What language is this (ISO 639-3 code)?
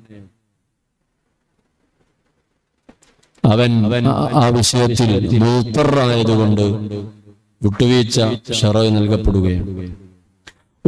mal